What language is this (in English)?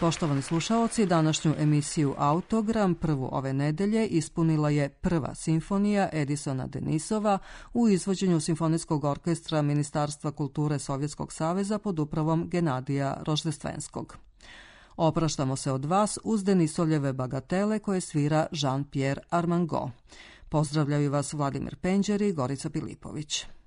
Serbian